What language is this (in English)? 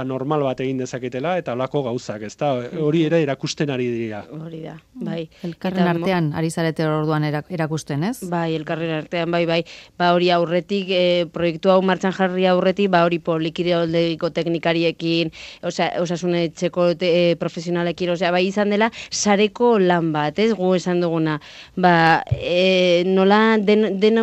Basque